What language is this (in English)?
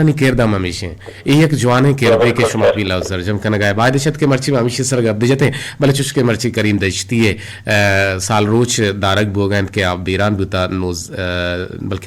Eastern Balochi